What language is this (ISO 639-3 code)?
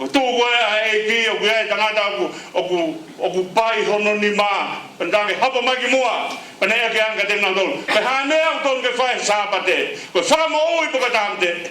ton